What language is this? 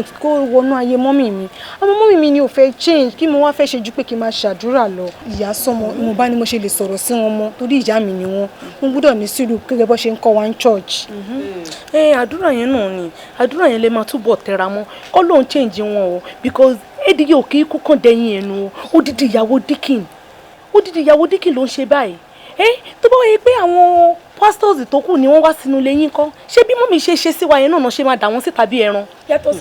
Yoruba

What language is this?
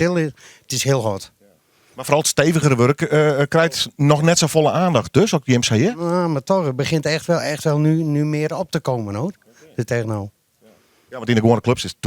Western Frisian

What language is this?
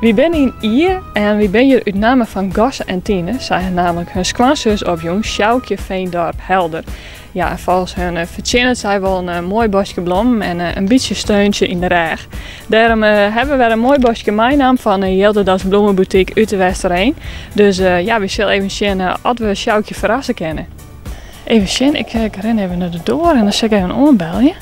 Western Frisian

